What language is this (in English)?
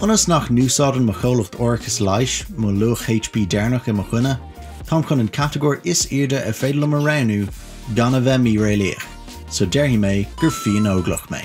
Irish